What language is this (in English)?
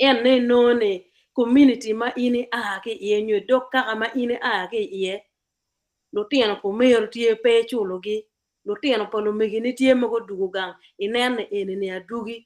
Acoli